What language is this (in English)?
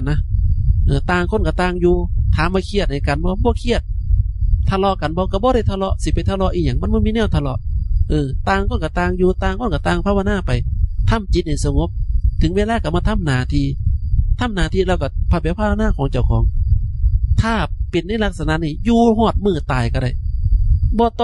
Northeastern Thai